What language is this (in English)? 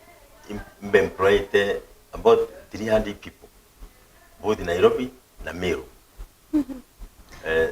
Meru